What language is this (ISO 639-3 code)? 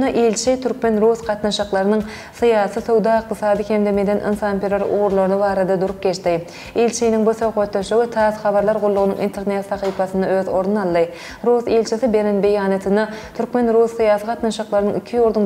tuk